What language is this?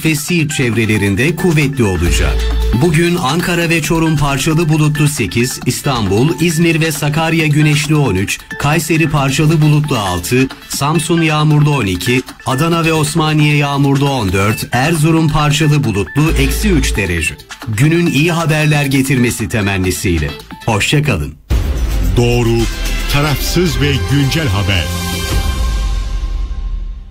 Turkish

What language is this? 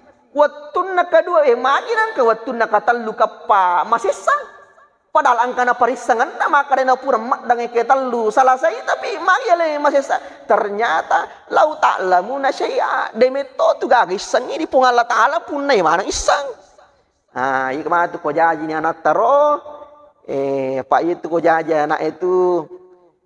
Buginese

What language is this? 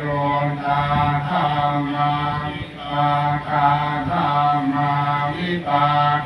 Pali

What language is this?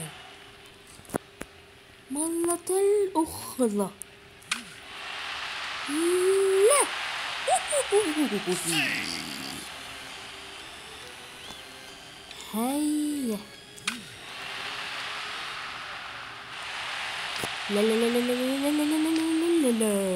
Arabic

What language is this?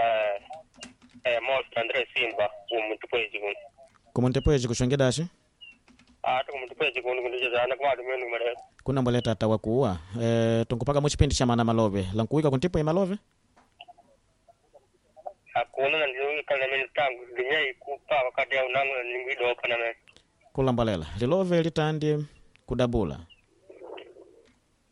Swahili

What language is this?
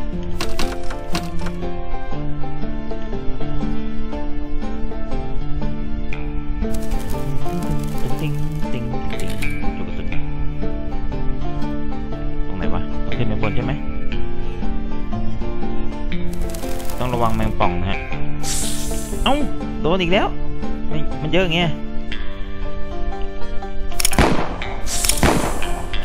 Thai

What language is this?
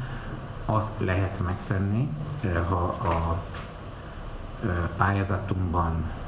Hungarian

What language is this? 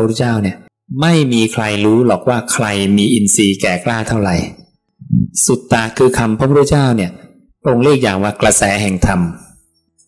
Thai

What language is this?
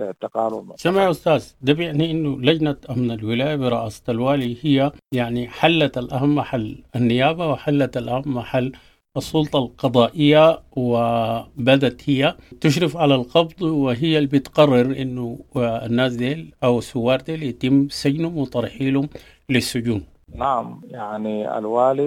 Sudanese Arabic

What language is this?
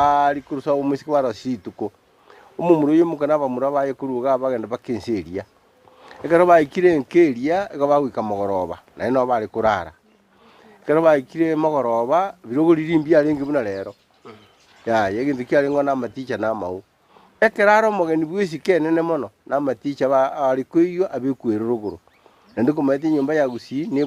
Gusii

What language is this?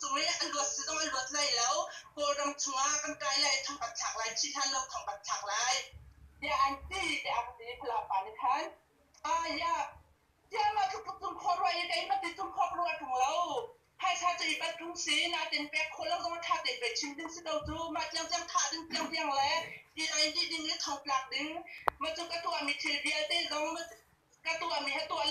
Hakha Chin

